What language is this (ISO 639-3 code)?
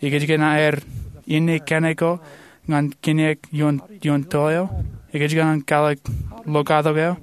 mah